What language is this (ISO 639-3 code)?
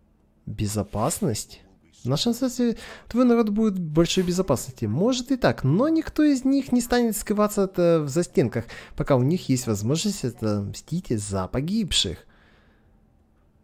rus